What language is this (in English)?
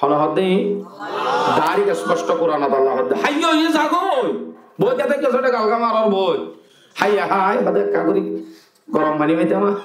Rohingya